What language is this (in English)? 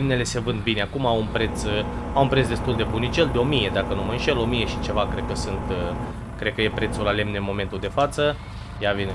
Romanian